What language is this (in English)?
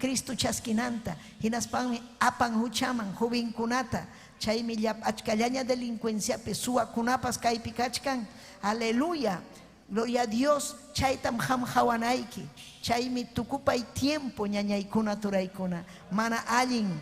Ayacucho Quechua